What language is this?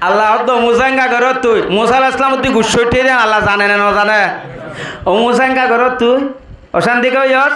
Rohingya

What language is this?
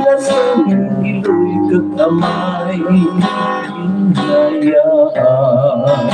Hiligaynon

